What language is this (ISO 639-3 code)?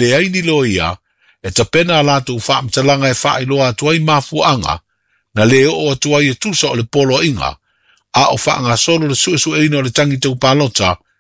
smo